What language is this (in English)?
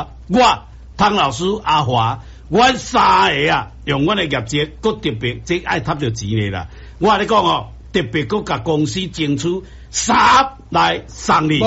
Min Nan Chinese